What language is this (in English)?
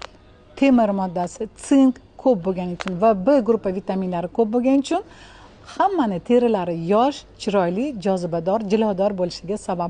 Uzbek